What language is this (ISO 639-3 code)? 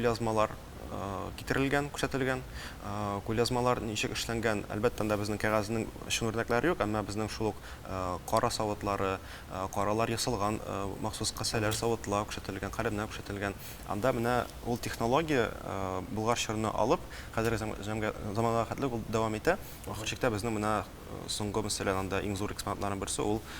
tat